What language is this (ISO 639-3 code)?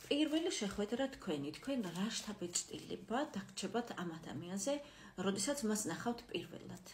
kat